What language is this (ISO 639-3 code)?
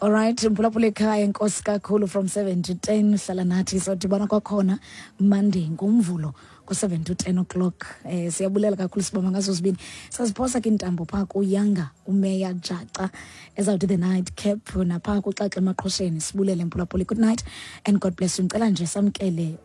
xho